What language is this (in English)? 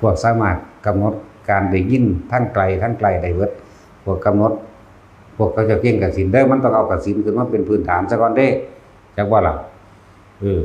Northeastern Thai